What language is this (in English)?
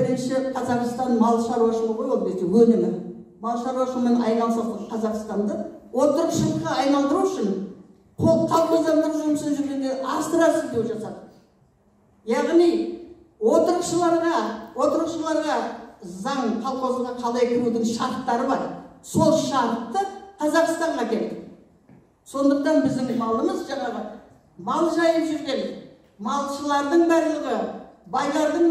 Kazakh